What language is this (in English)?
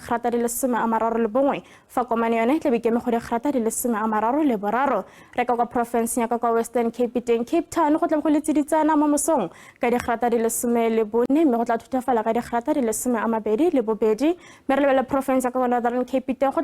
Tswana